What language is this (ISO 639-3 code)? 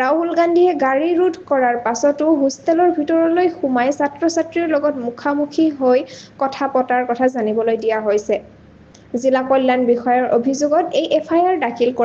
asm